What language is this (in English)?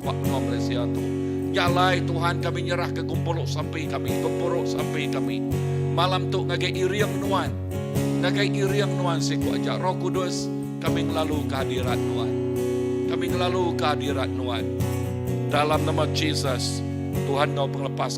Iban